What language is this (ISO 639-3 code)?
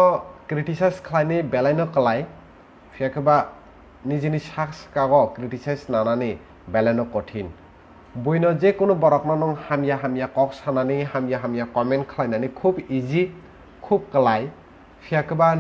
trp